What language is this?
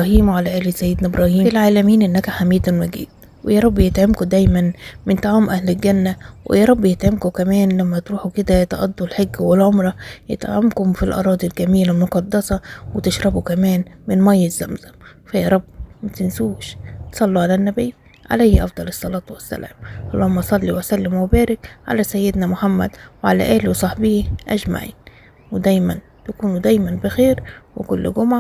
Egyptian Arabic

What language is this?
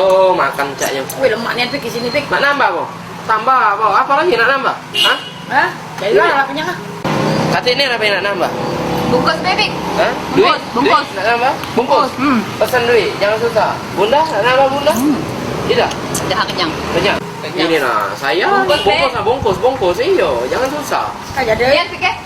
Musi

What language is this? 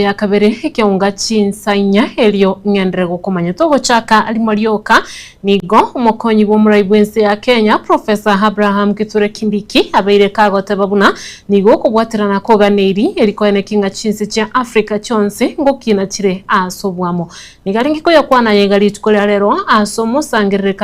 Gusii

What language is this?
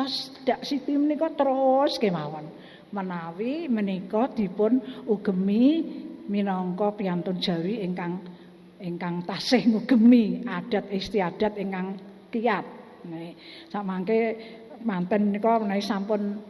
Javanese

